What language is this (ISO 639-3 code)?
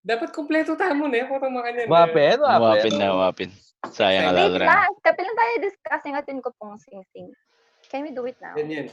pam